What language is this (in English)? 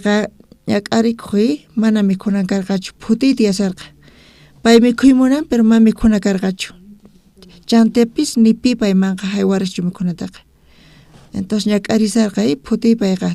South Bolivian Quechua